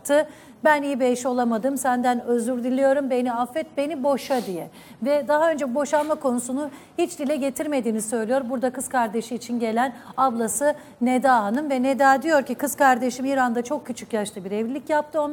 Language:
Turkish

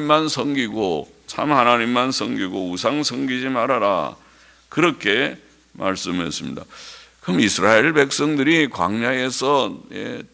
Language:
Korean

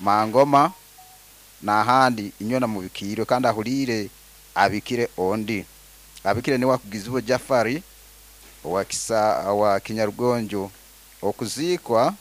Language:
Nyoro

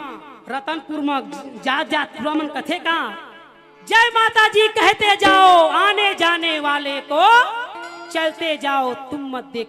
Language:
Chhattisgarhi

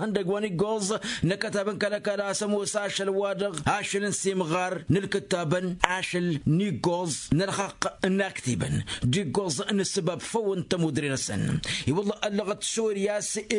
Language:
Tamasheq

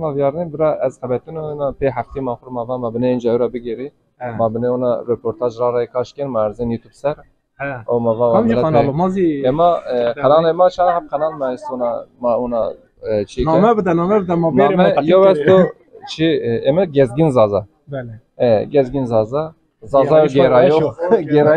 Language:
Zaza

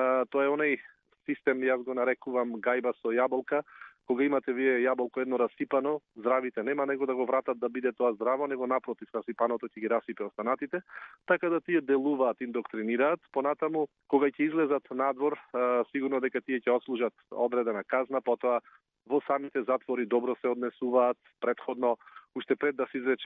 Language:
Macedonian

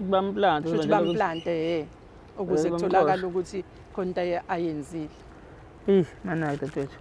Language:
Zulu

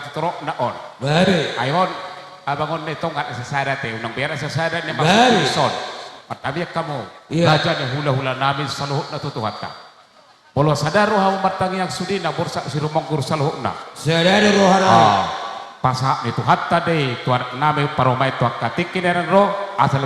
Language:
Batak Toba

